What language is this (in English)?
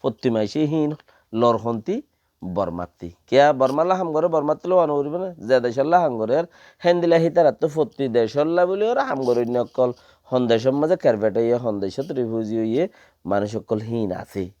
Rohingya